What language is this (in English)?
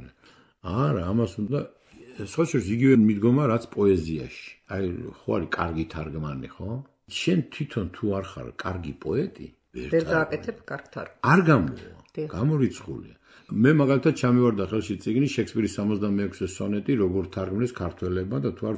Georgian